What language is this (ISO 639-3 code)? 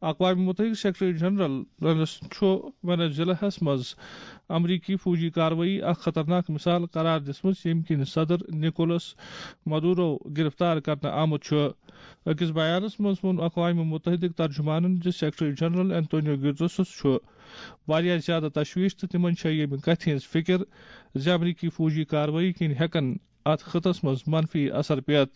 kas